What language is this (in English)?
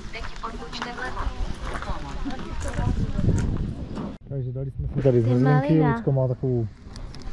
Czech